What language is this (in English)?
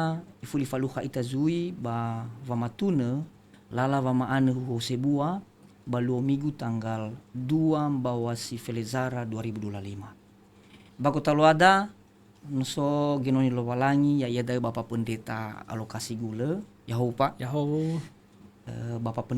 Nias